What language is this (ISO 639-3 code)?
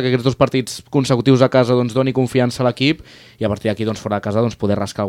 cat